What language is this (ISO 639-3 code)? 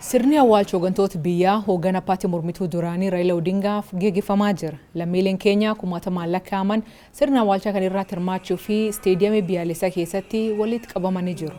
orm